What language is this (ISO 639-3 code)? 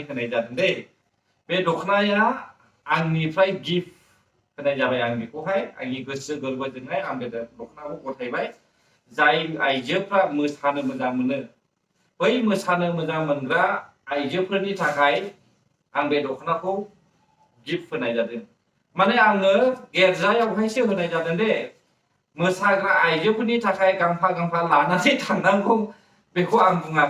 brx